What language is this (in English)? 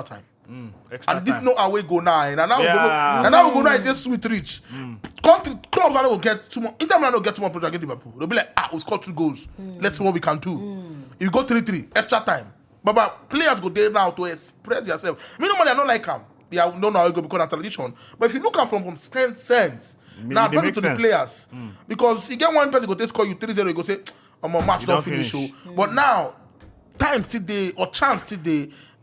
Nigerian Pidgin